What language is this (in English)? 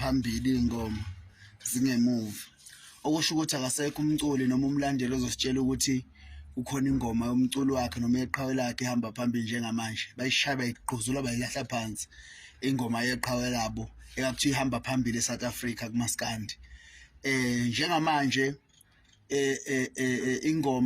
Zulu